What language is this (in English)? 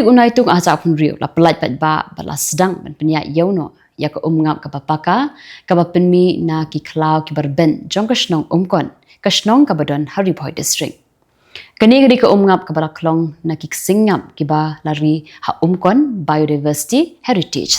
Khasi